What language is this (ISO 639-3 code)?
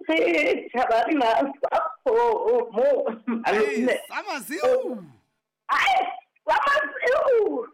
sot